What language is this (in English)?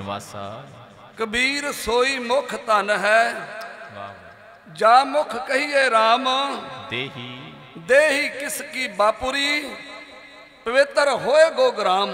Punjabi